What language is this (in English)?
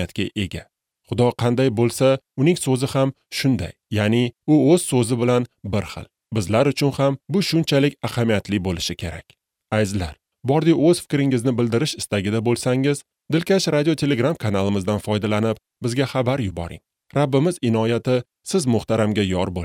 Uzbek